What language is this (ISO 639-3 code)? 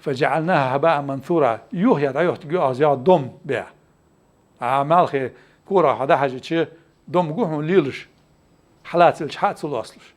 inh